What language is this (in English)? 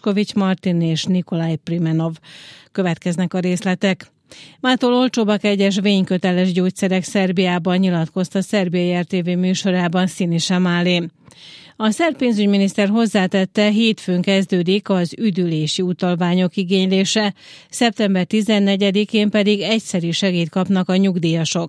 Hungarian